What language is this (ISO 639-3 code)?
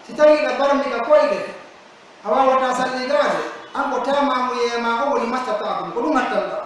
fuf